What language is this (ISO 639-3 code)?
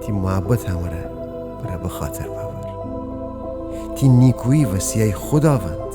glk